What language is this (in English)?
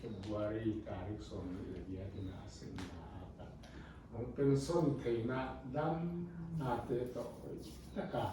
Paite Chin